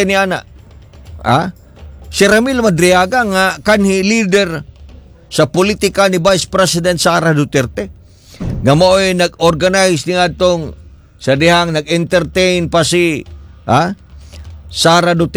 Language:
Cebuano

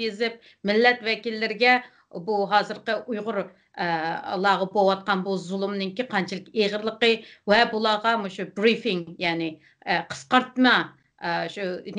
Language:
Uyghur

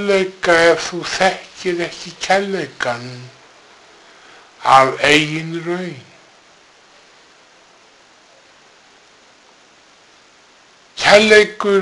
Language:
Icelandic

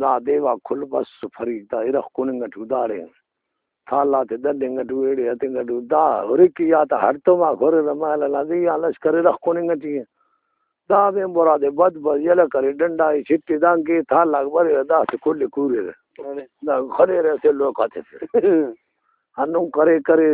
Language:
Brahui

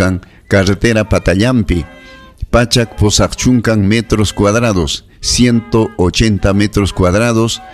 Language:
Ayacucho Quechua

